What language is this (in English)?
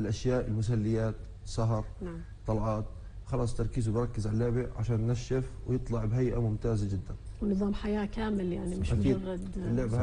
North Levantine Arabic